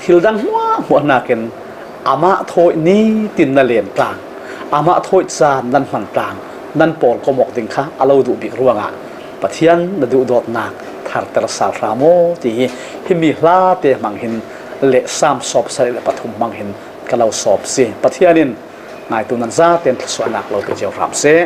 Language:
Falam Chin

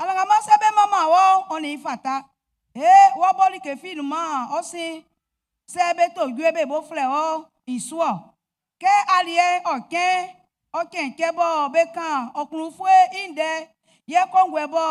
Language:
Baoulé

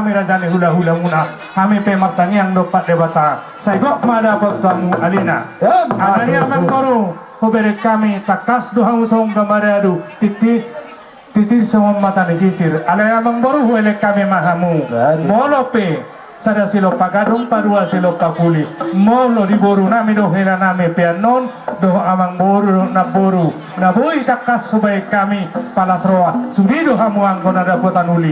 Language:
Batak Toba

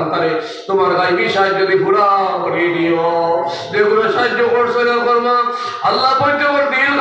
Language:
Sylheti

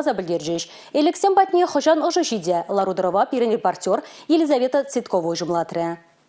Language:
Chuvash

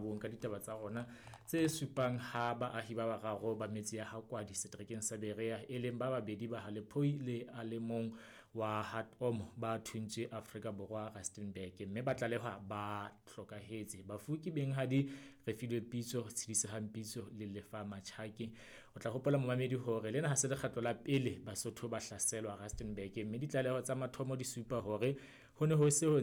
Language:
Southern Sotho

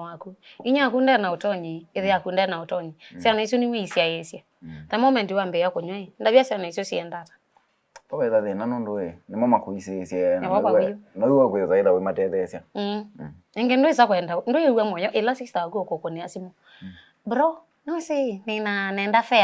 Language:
Kamba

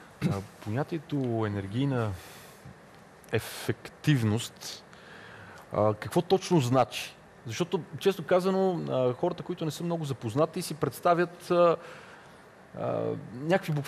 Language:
Bulgarian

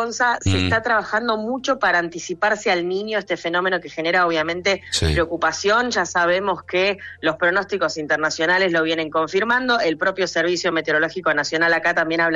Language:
Spanish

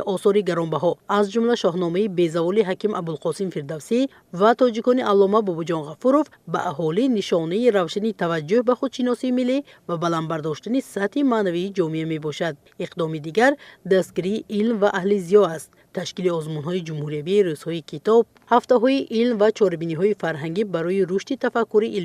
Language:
Tajik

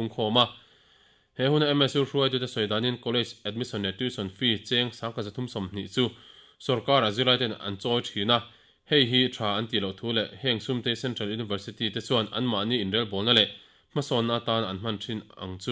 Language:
Mizo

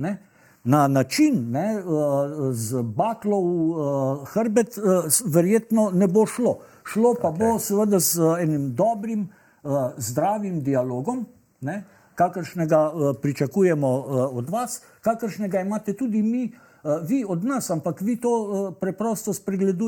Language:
Slovenian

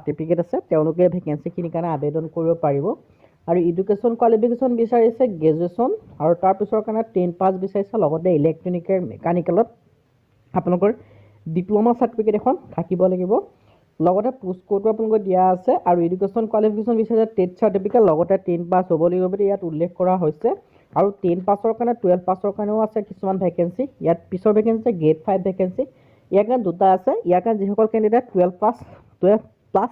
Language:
Assamese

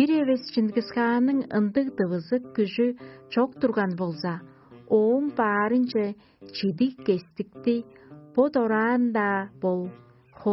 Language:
Tuvinian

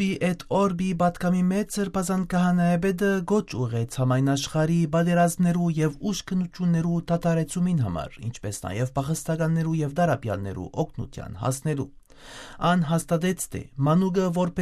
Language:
Western Armenian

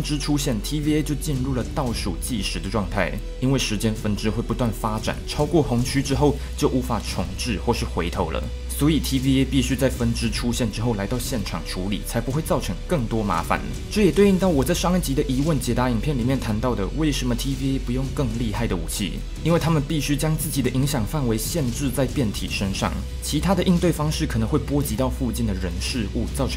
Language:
Chinese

